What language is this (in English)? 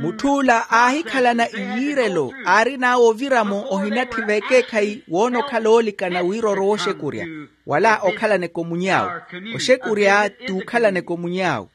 Makhuwa